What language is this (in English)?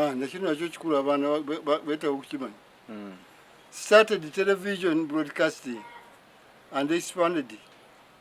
Ganda